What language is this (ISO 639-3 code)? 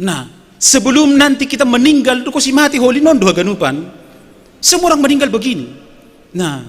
bts